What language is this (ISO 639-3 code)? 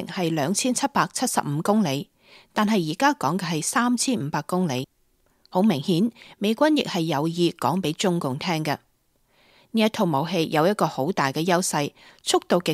yue